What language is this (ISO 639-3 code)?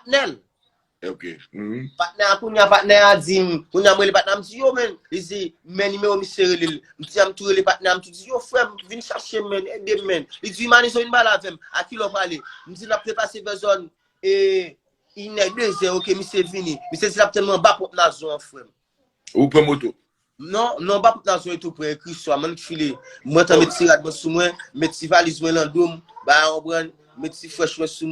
hat